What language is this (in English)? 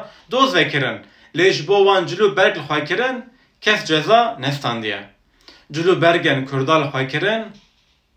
Kurdish